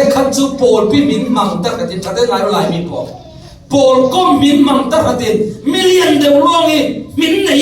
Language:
Falam Chin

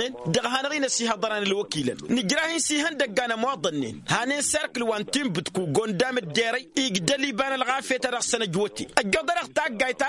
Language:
Tamasheq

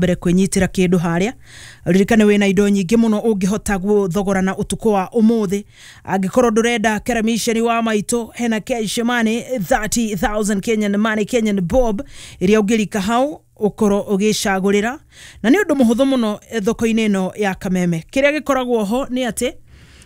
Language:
Kikuyu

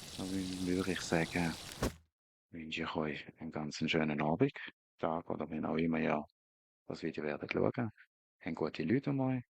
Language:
Swiss German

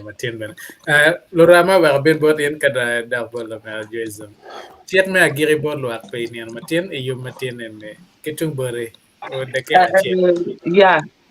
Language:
Acoli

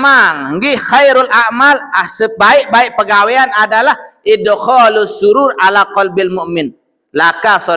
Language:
Sasak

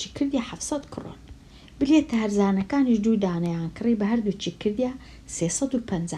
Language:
Central Kurdish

